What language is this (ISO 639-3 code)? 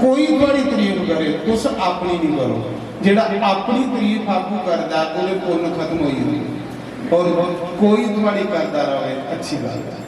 doi